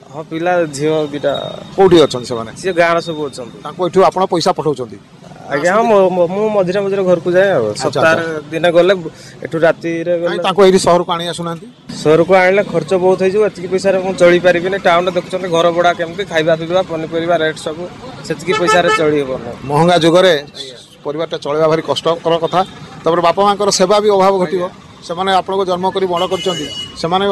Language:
Odia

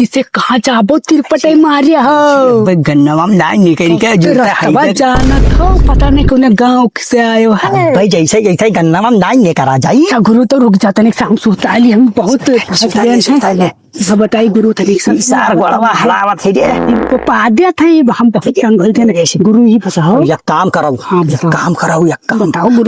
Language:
Awadhi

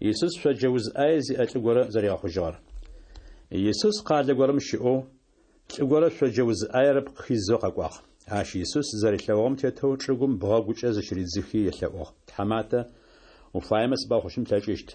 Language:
Adyghe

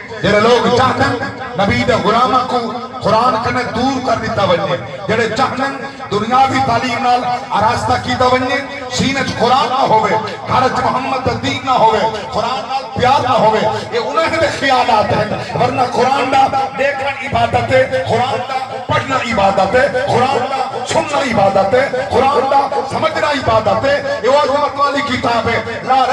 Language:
Saraiki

